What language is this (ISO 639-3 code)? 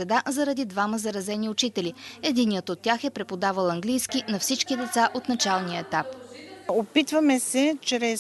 bul